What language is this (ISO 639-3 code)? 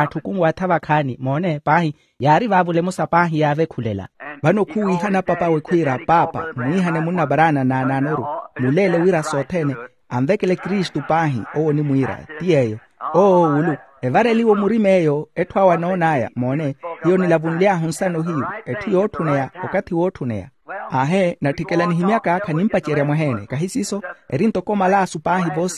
vmw